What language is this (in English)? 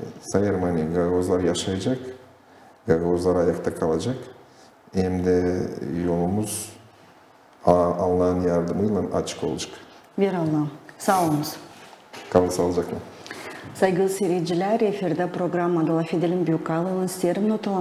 Gagauz